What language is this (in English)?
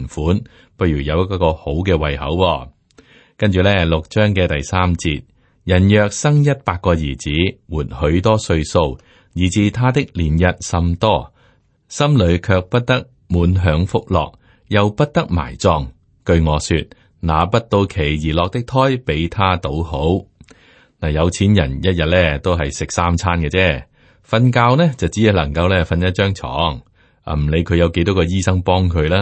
Cantonese